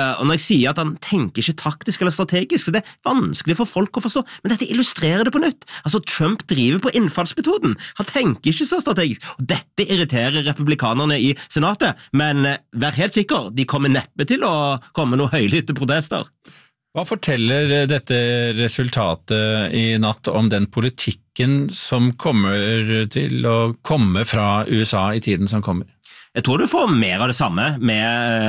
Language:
Norwegian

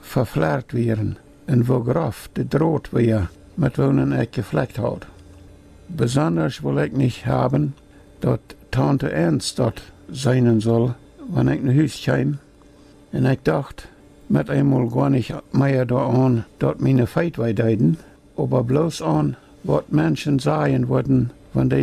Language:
Plautdietsch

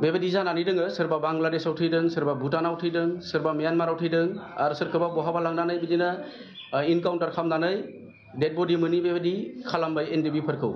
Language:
Bodo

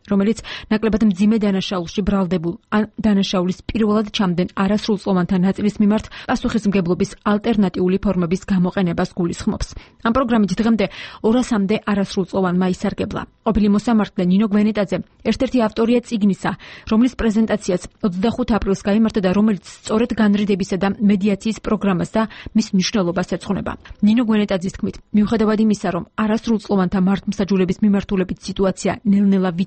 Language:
Georgian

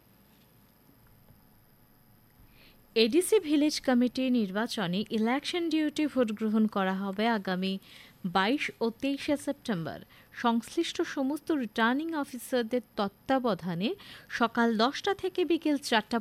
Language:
Bangla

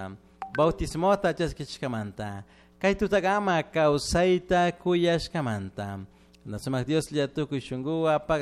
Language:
Chimborazo Highland Quichua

